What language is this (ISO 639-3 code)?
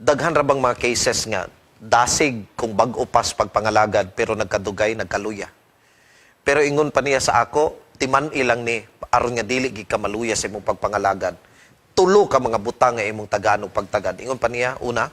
ceb